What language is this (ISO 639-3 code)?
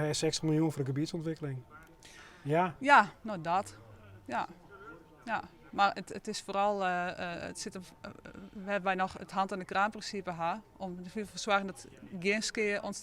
fry